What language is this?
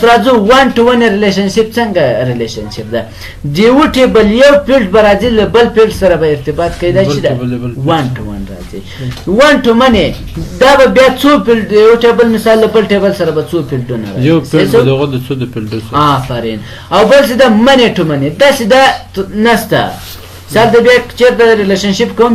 Pashto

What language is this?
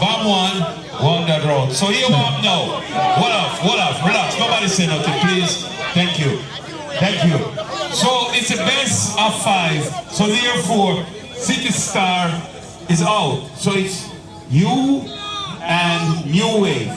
Jamaican Creole English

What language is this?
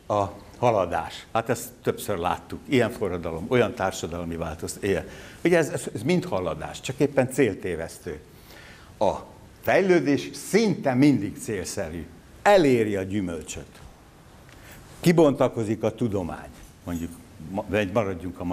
Hungarian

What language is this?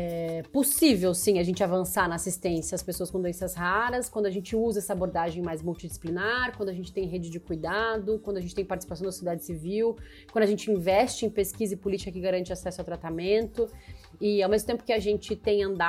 Portuguese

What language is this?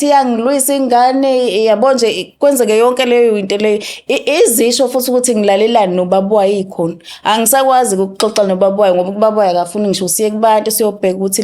Zulu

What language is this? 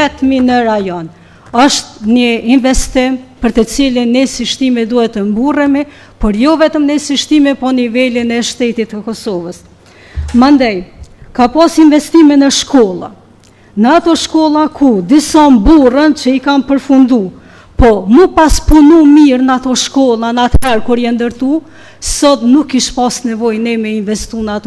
Albanian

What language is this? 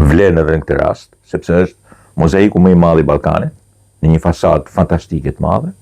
Albanian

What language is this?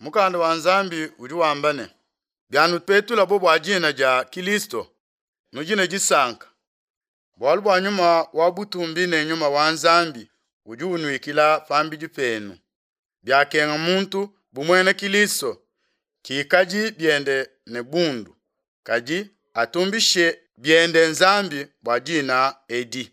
Luba-Lulua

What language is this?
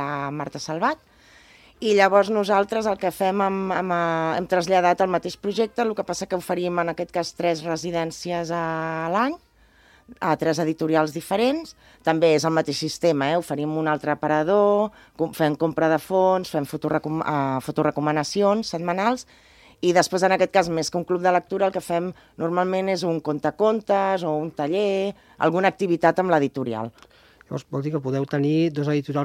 Catalan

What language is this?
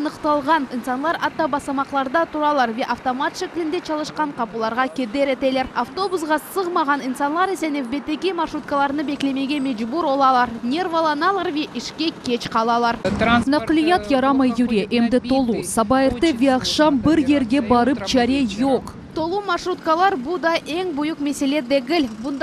Crimean Tatar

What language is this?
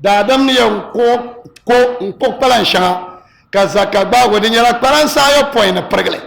Dagbani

